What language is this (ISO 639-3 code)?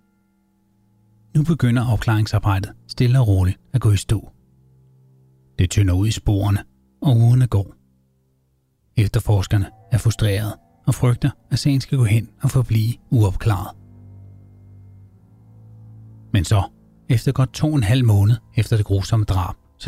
dan